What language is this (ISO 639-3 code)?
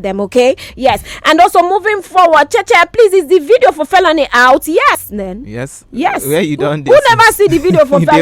pcm